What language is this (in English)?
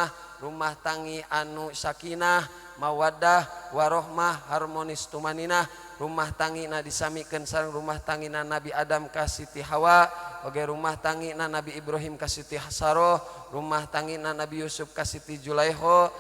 Sundanese